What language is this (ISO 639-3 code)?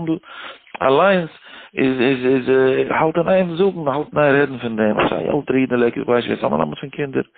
yid